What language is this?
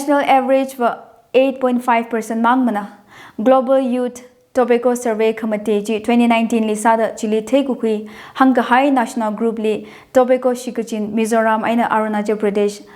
Tangkhul Naga (India)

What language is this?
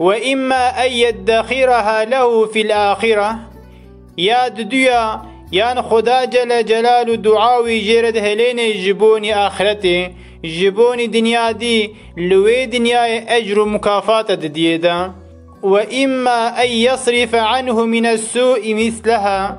Kurdish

